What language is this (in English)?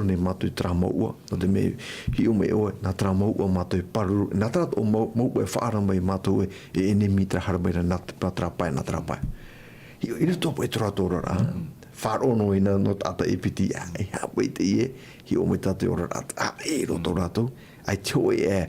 Tahitian